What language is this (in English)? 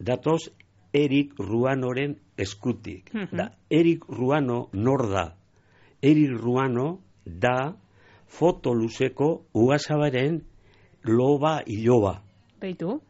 Basque